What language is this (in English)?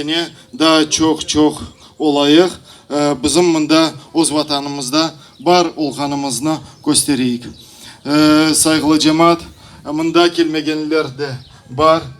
Crimean Tatar